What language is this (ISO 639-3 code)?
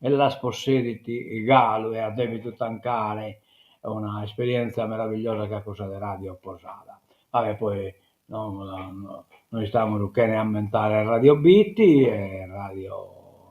srd